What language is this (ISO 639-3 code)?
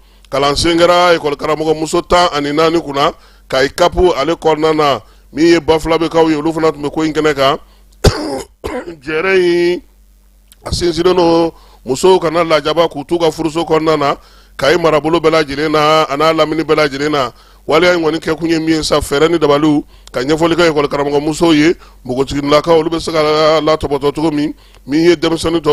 bam